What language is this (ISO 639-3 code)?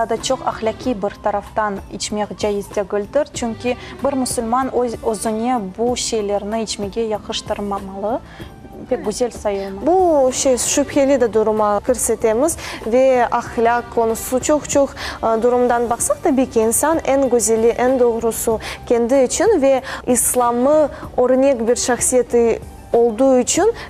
crh